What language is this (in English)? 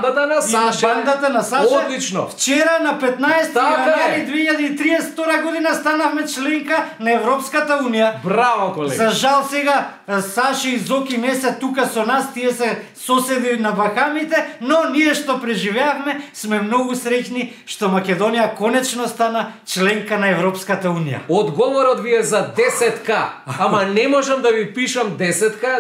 Macedonian